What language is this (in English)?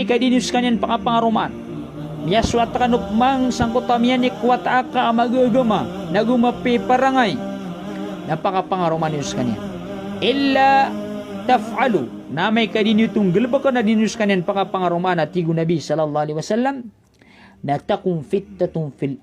Maranao